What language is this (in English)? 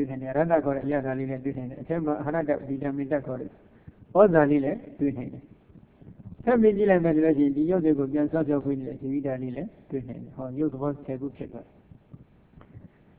Burmese